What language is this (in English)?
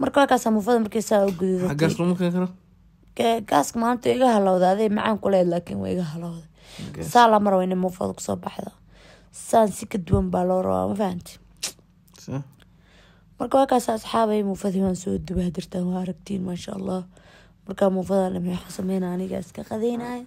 Somali